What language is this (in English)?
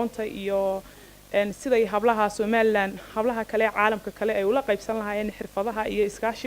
Somali